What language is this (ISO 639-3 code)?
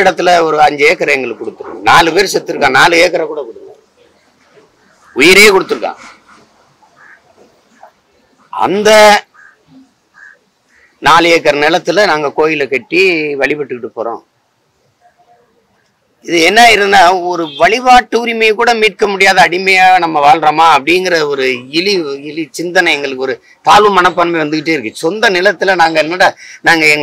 tam